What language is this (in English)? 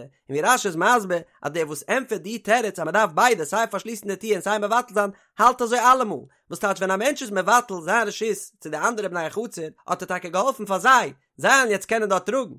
Yiddish